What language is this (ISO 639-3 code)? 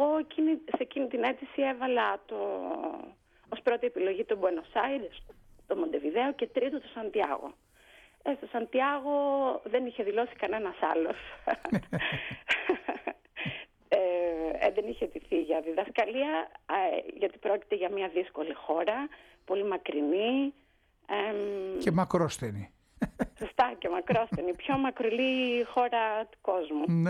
ell